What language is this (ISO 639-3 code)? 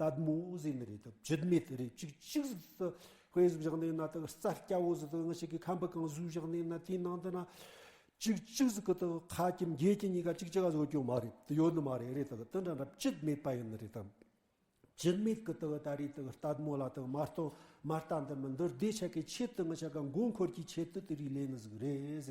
bod